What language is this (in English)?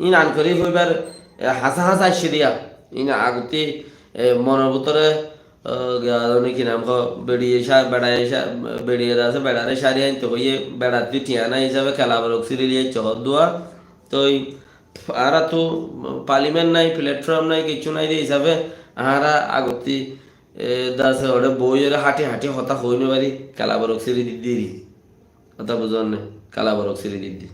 Rohingya